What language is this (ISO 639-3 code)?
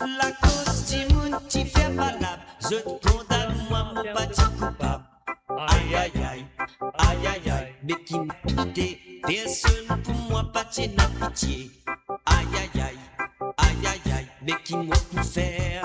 mfe